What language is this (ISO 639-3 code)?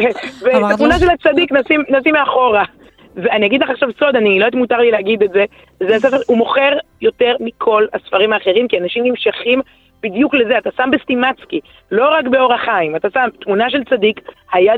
heb